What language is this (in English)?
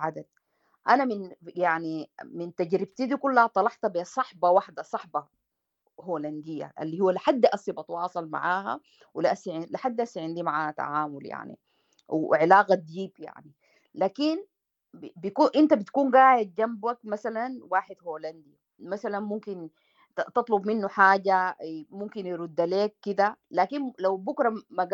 Sudanese Arabic